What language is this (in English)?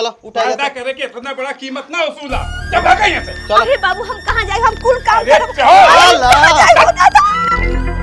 Bhojpuri